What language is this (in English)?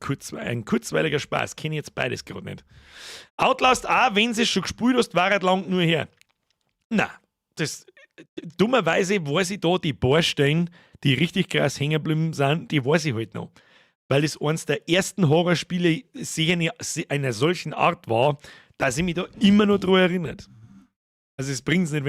Bavarian